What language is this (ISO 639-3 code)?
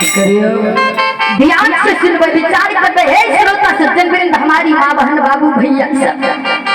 mai